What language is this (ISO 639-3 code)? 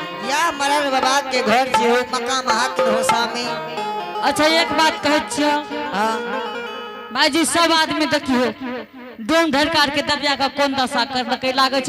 anp